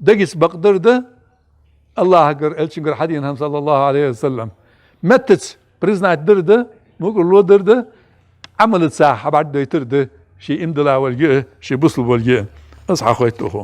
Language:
Ingush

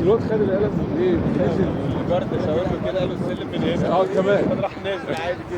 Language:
Egyptian Arabic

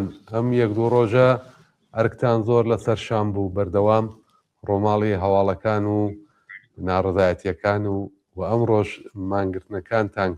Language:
Central Kurdish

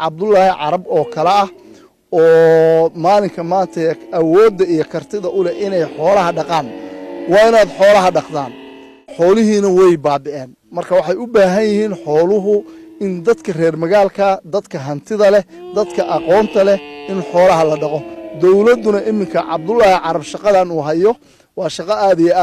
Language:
Somali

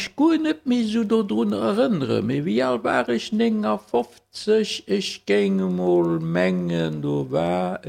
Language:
Luxembourgish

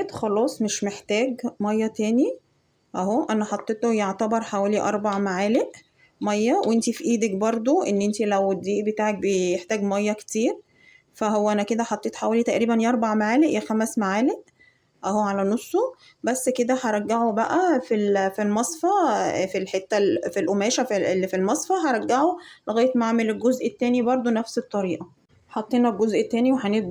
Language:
Egyptian Arabic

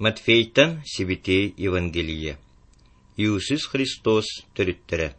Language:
Yakut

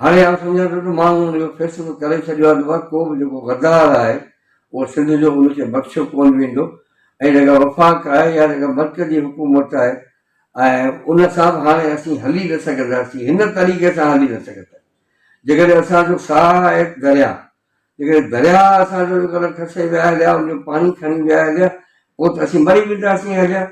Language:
Sindhi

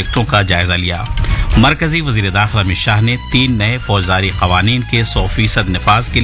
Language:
Urdu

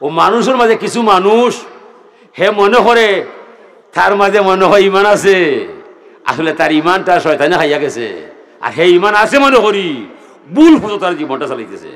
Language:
Sylheti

